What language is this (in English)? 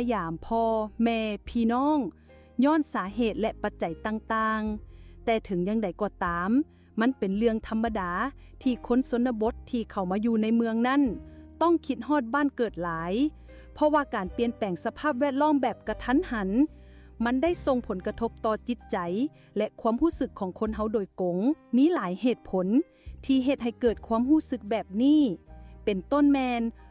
Lao